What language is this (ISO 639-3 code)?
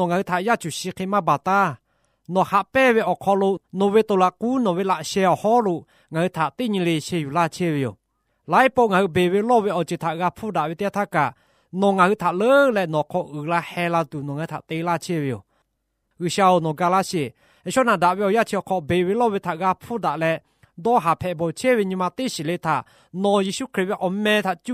lhu